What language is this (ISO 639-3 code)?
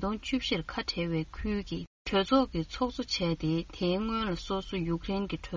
bod